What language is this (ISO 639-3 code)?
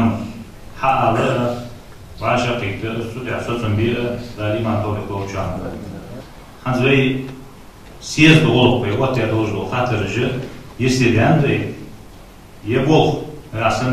inh